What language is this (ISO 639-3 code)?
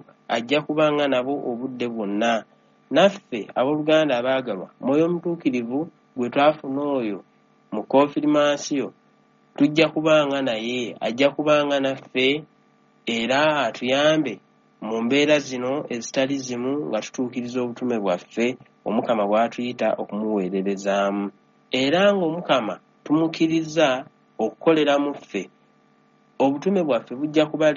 lug